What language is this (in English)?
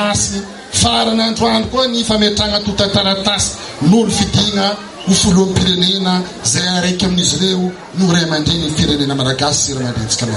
Malagasy